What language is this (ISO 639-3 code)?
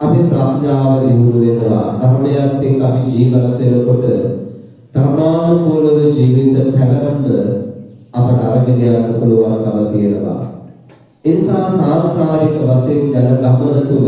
sin